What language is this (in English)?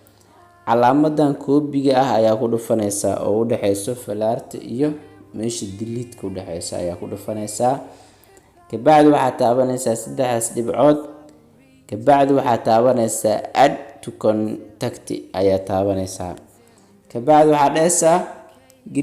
Somali